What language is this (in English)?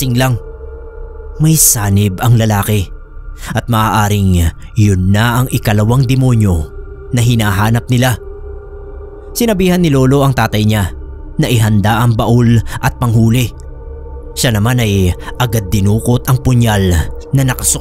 Filipino